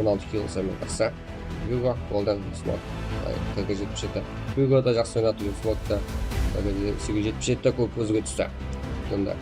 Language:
Kara-Kalpak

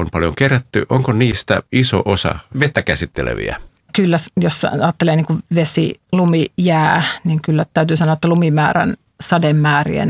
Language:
Finnish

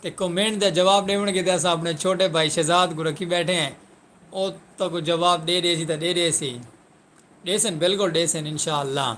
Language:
Saraiki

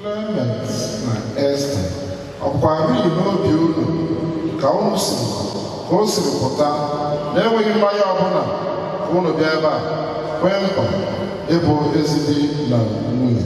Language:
Igbo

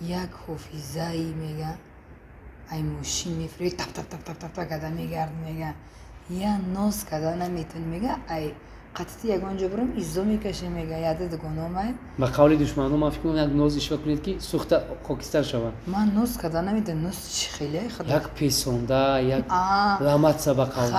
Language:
Tajik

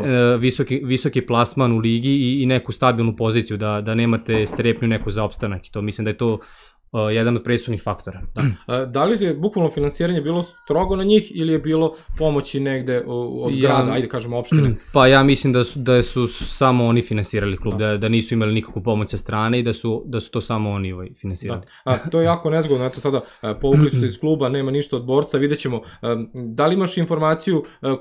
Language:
Serbian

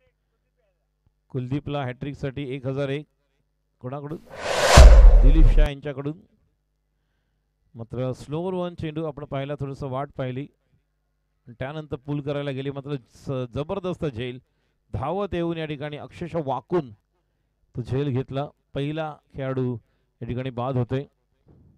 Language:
Marathi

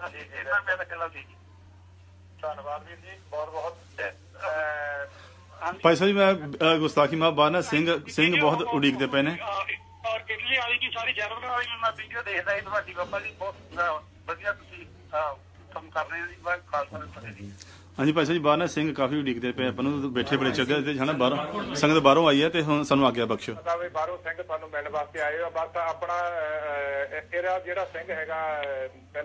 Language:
Punjabi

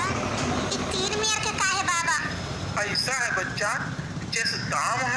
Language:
Awadhi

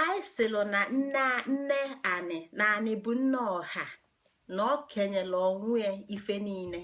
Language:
Igbo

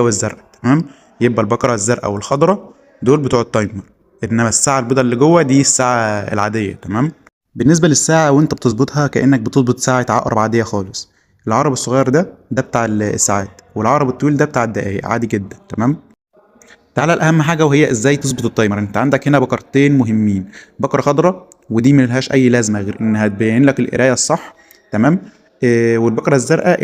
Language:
Egyptian Arabic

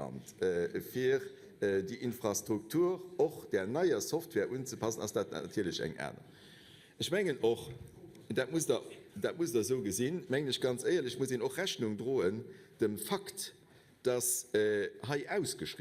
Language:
Luxembourgish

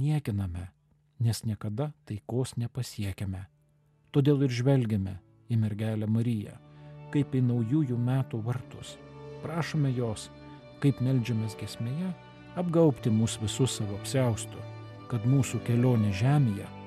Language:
Lithuanian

